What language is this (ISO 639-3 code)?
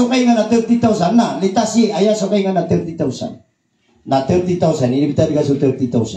mrw